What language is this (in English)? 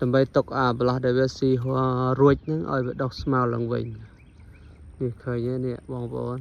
Khmer